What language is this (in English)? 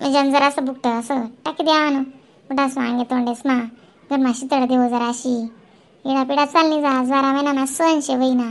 Khandesi